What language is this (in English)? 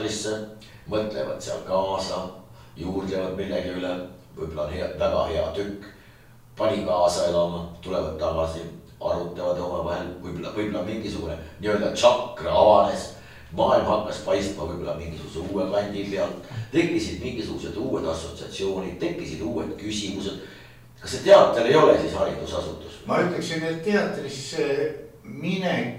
Estonian